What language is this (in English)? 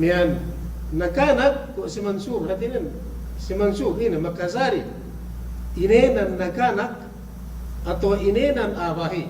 Yakan